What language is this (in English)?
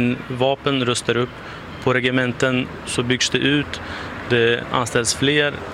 Swedish